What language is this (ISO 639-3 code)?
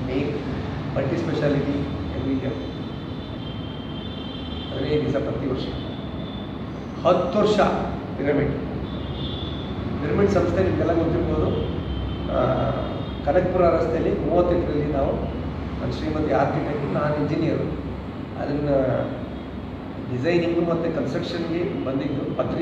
kan